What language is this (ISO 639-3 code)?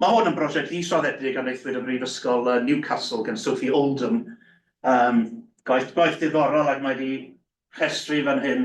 cym